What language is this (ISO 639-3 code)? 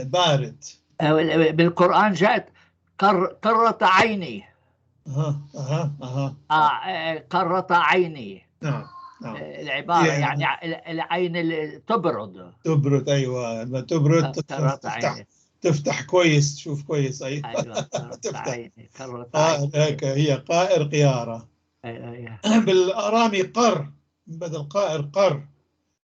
apc